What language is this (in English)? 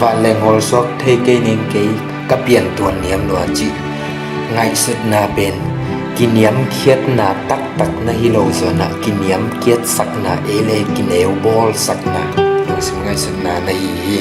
Tedim Chin